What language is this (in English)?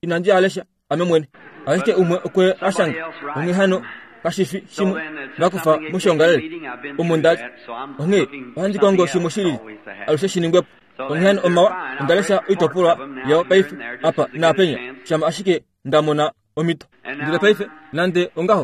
Kuanyama